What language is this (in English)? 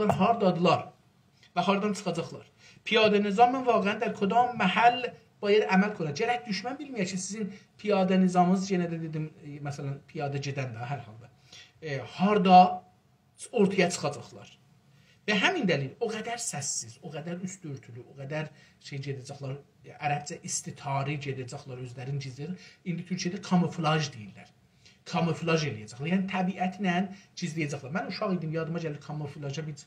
South Azerbaijani